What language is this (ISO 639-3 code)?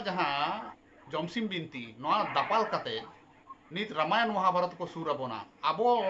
sat